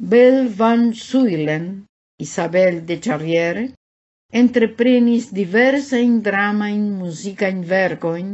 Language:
Esperanto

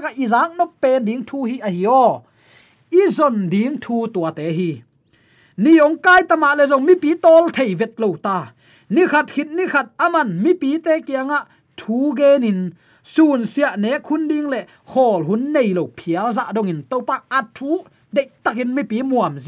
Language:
Tedim Chin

